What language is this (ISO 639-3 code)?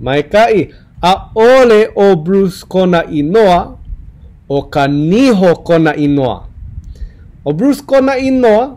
haw